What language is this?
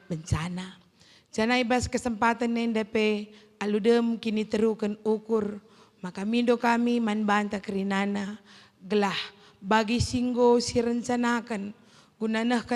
Batak Karo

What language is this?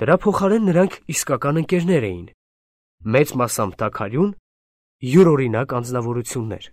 Armenian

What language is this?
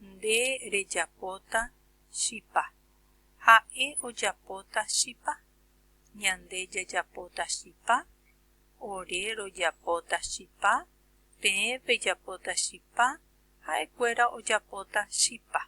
Guarani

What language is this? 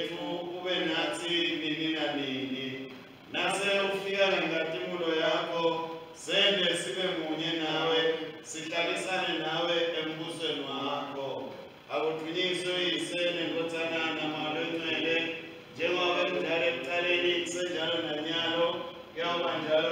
Swati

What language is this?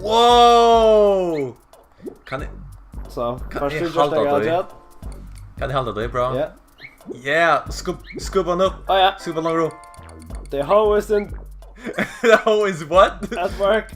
Faroese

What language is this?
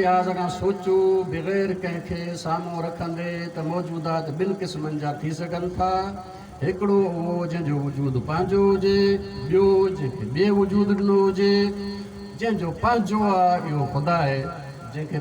Sindhi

